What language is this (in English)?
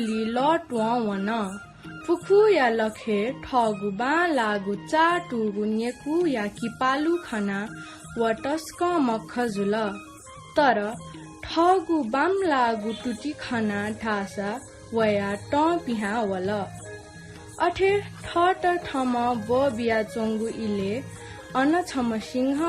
Newari